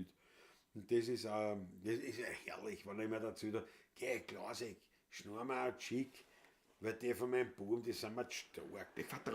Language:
Bavarian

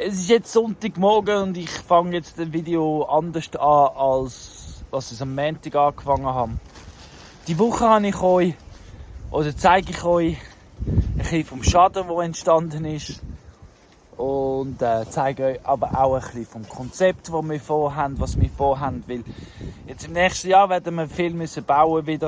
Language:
Swiss German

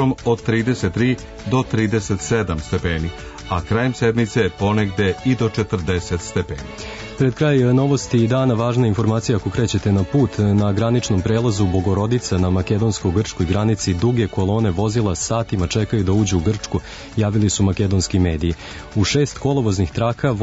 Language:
Serbian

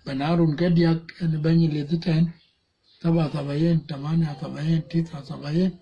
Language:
Dinka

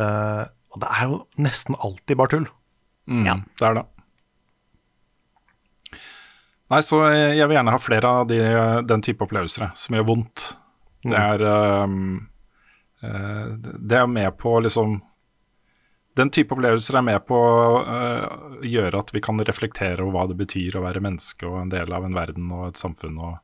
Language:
Norwegian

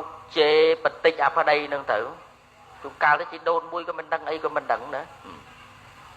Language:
Khmer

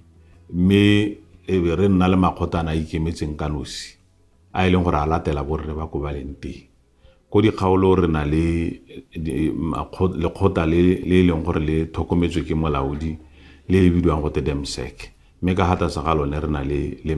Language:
Tswana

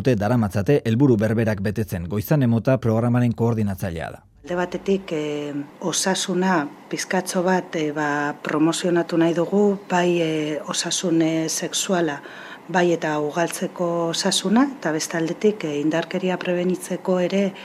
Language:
Basque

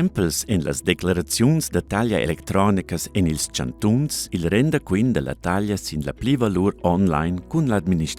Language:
Romansh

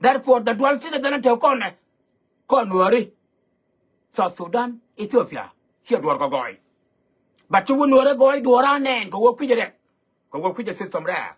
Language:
Nuer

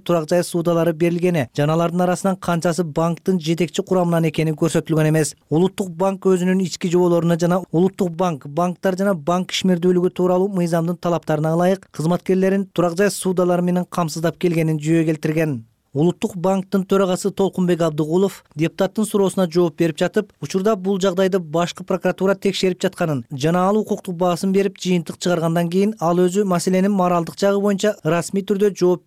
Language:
Kyrgyz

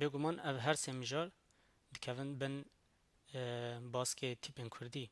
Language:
Kurdish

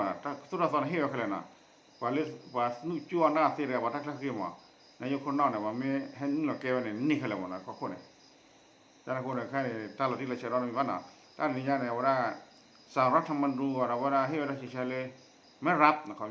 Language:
S'gaw Karen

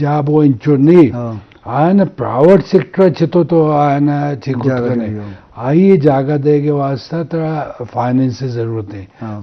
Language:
Eastern Balochi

